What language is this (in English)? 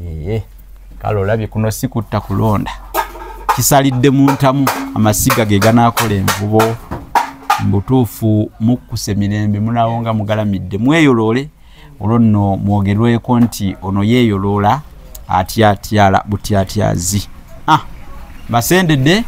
Ganda